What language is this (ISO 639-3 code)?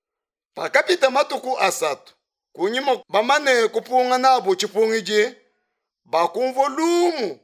lua